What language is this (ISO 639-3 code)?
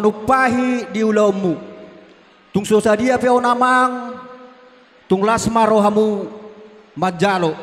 bbc